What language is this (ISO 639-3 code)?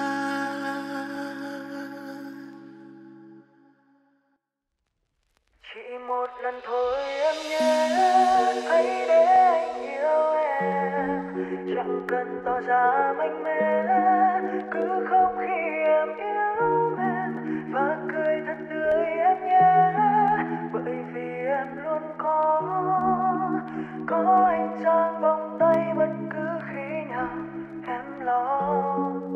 vie